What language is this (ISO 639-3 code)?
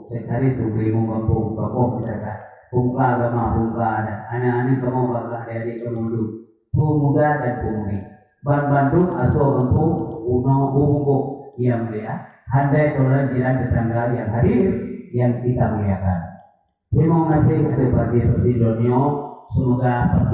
ace